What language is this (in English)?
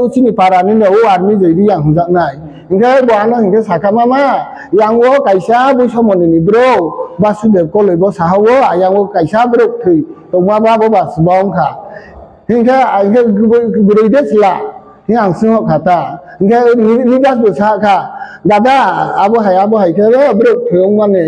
Kok Borok